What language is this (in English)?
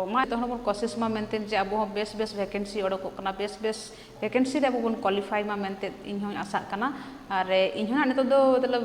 Santali